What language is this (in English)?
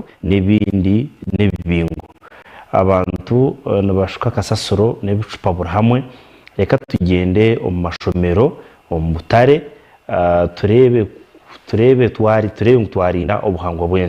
Nyankole